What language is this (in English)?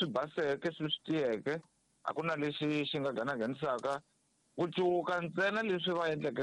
Tsonga